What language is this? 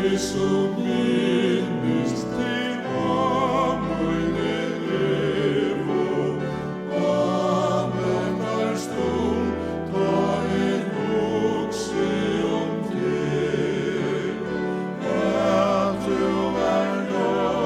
Faroese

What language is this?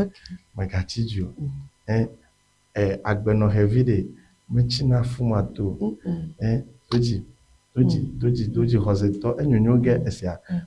Ewe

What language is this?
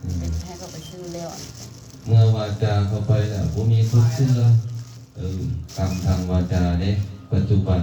Lao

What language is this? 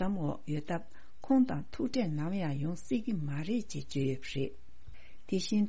Tibetan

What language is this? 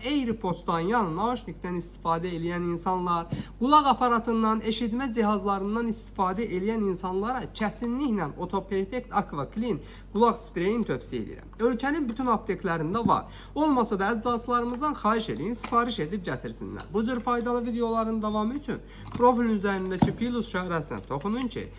Azerbaijani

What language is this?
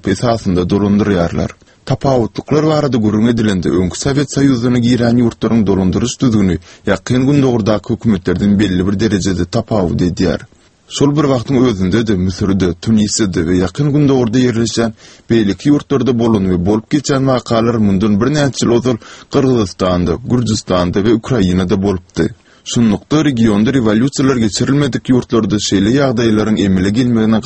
Turkmen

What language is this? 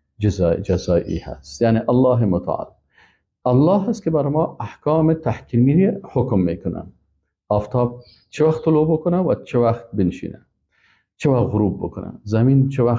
Persian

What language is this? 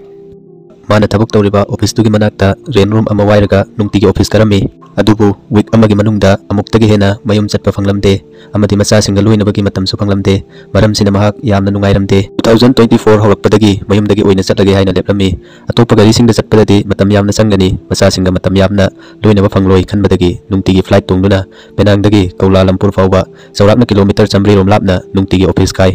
Manipuri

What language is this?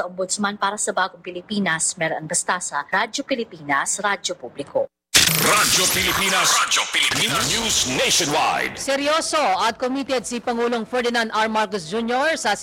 Filipino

